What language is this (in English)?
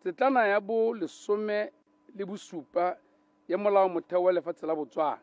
Tswana